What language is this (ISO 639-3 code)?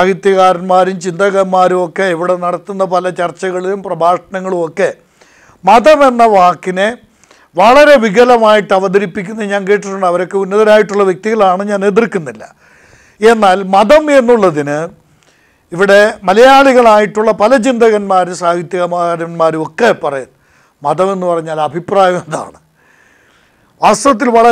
mal